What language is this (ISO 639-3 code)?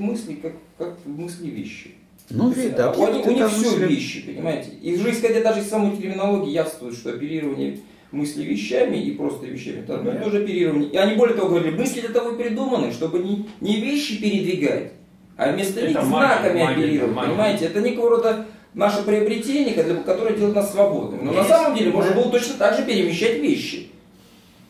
rus